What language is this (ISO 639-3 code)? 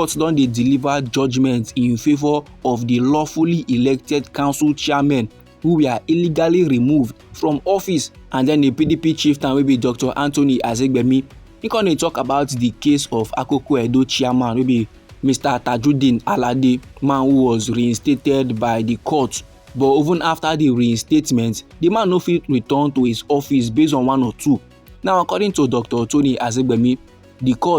pcm